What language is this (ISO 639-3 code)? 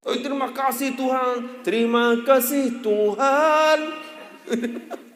sas